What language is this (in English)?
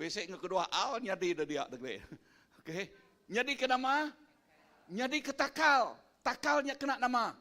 Iban